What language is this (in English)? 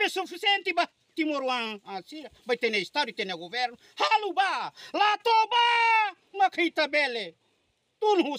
Tetum